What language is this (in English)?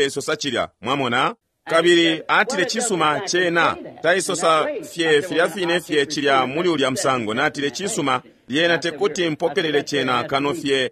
Bemba